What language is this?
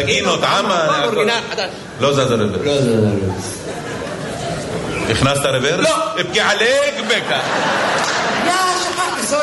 Hebrew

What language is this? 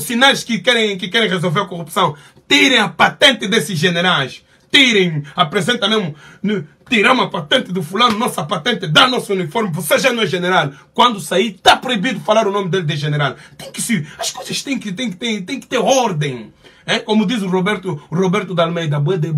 Portuguese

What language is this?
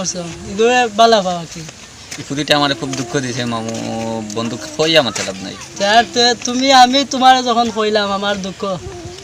Sylheti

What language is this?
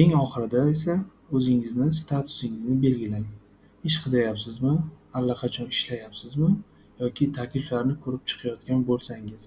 Uzbek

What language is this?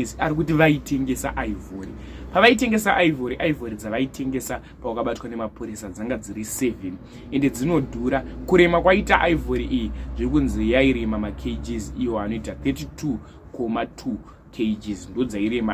Shona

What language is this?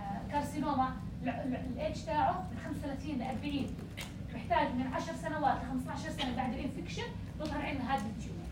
North Levantine Arabic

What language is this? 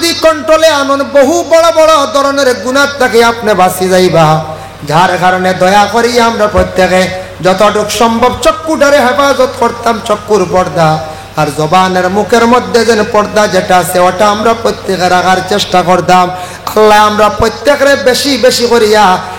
Sylheti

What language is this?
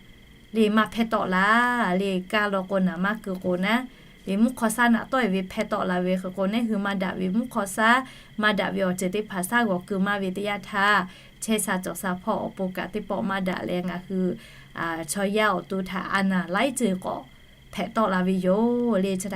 Lahu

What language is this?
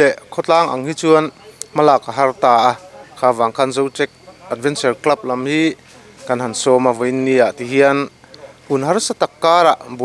Mizo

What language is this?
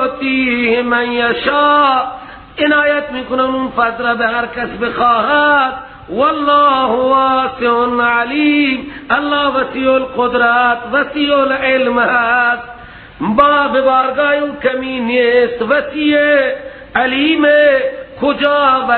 Persian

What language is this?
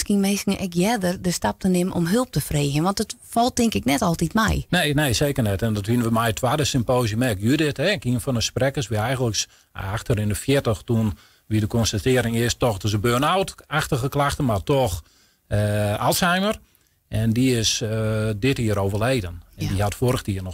Western Frisian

